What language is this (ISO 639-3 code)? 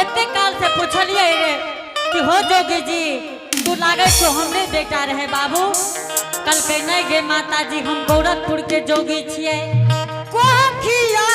anp